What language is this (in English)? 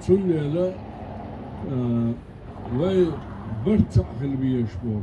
Chechen